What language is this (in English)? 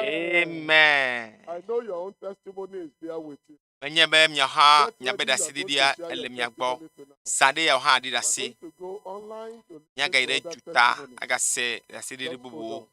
Ewe